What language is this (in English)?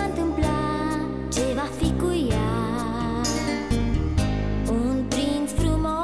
Romanian